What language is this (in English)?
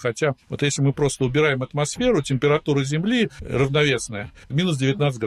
Russian